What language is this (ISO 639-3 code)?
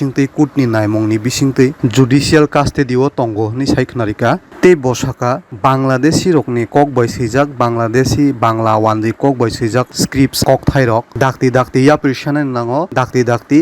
trp